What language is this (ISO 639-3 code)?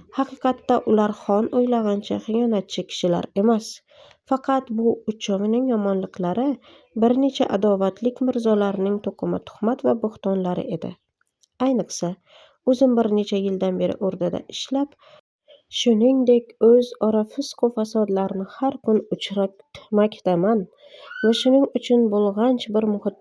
uzb